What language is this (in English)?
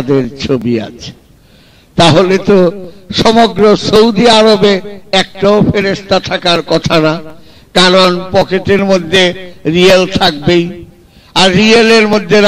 Bangla